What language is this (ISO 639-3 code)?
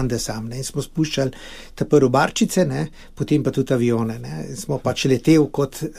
slv